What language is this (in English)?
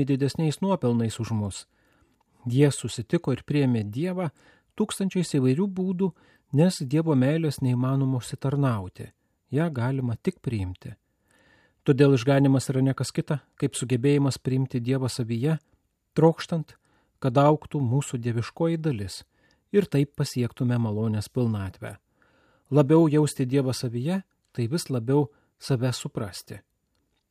Lithuanian